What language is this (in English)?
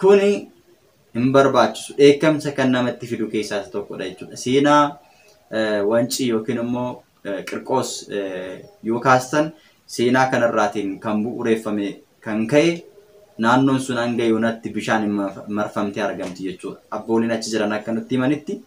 Oromo